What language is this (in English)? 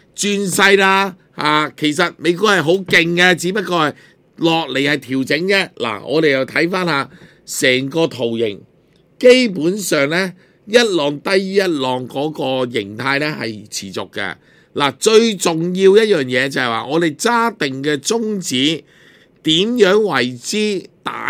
Cantonese